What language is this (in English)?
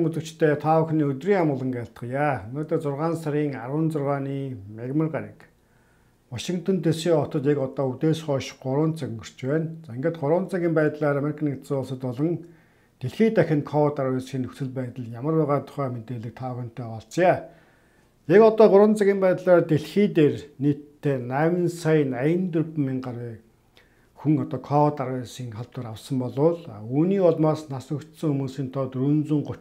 Mongolian